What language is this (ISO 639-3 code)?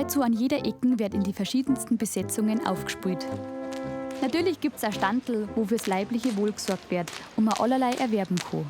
bar